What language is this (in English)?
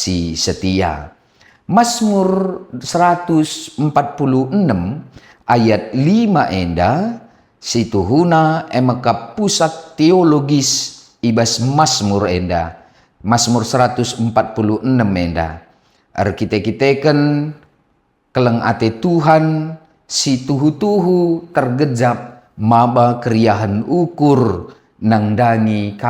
Batak Karo